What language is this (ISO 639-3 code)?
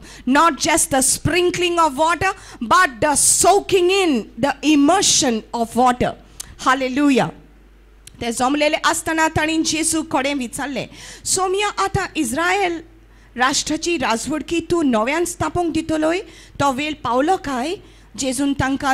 kok